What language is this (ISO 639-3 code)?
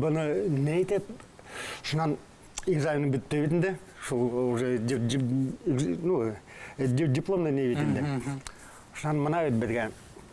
bak